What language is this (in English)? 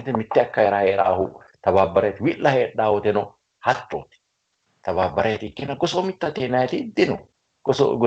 Sidamo